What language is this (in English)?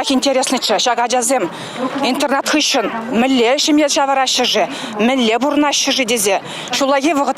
Chuvash